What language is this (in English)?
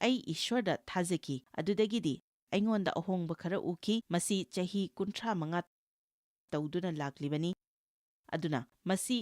Manipuri